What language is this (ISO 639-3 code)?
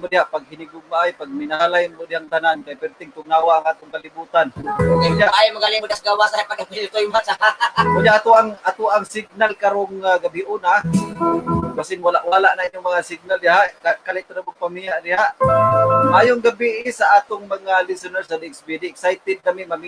ceb